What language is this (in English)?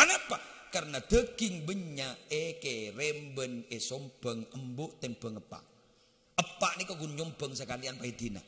Madurese